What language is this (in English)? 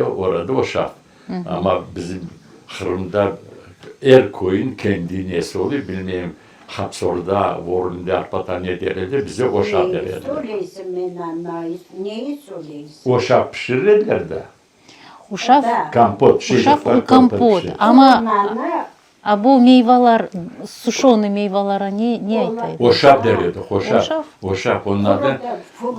Crimean Tatar